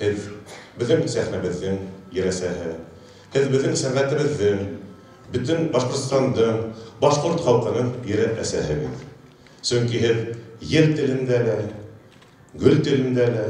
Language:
Bashkir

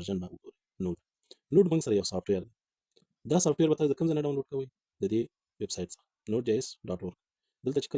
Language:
Pashto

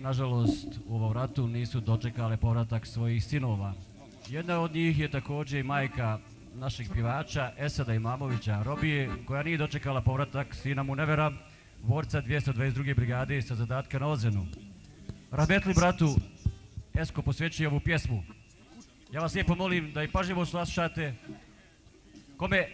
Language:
Bosnian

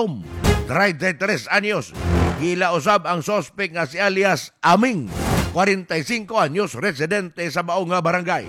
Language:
Cebuano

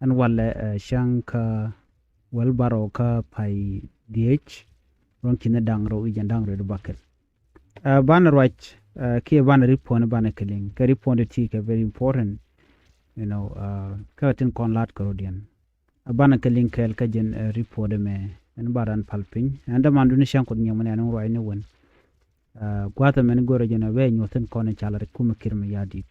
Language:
Nuer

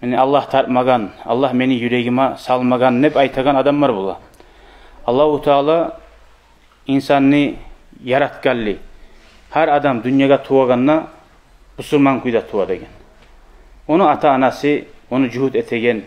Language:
Kumyk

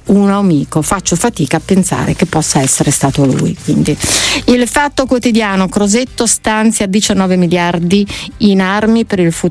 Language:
Italian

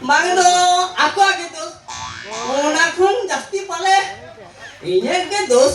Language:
Santali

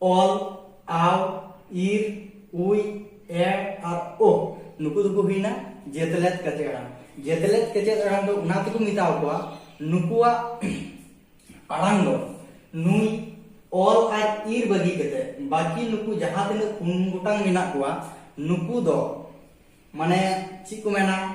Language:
Santali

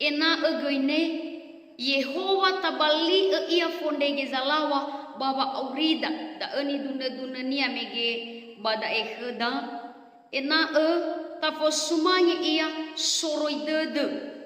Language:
Nias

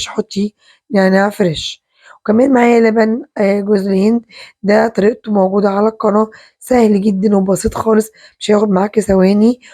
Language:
Egyptian Arabic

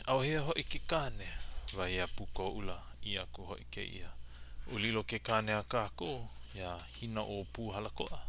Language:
Hawaiian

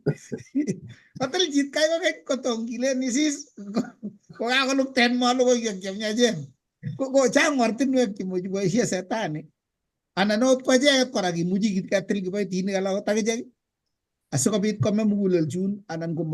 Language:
Kalenjin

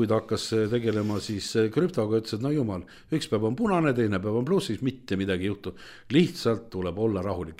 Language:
Estonian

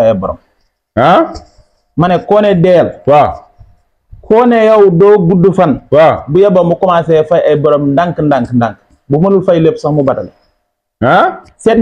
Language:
Wolof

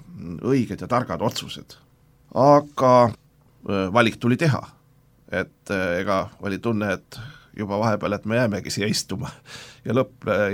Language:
Estonian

